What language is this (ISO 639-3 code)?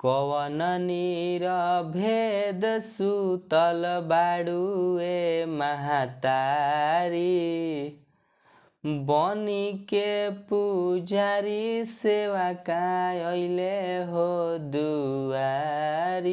bho